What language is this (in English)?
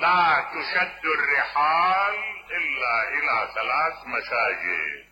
Mesopotamian Arabic